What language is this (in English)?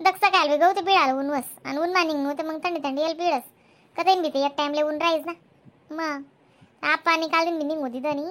Khandesi